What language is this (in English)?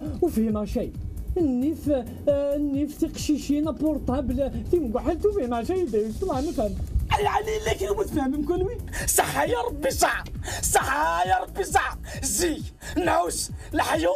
Kabyle